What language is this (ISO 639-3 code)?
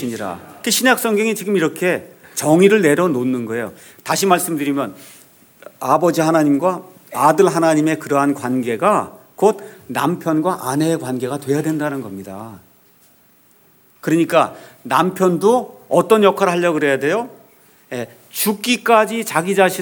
kor